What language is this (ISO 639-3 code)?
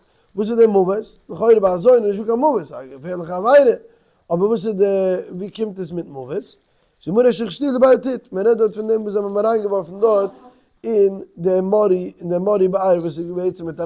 yid